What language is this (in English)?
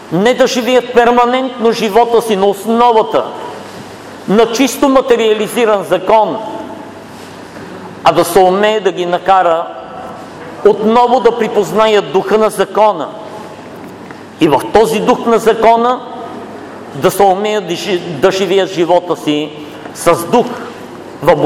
Bulgarian